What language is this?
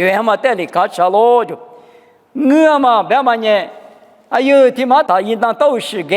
Lisu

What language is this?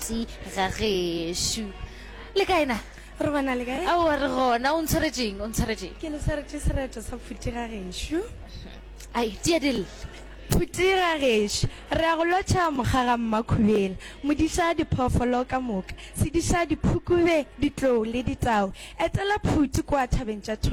Northern Sotho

